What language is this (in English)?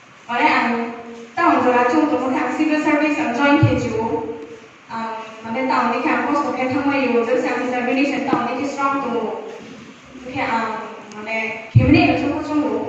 Riang (India)